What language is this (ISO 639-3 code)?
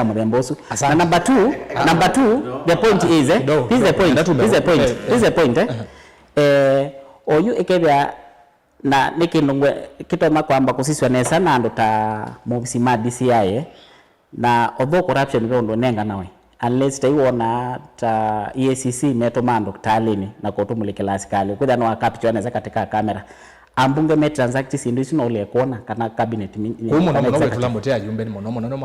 kam